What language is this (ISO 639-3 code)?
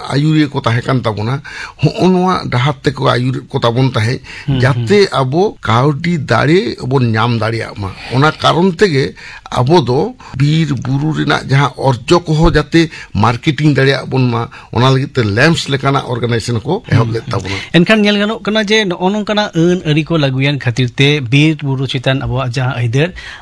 sat